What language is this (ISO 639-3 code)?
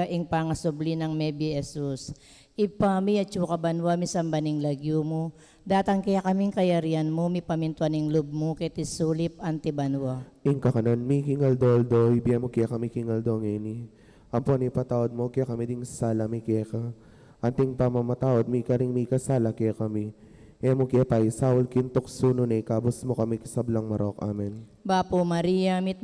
pam